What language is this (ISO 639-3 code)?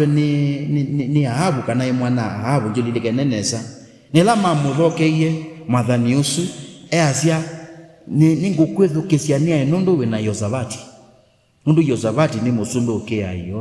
kam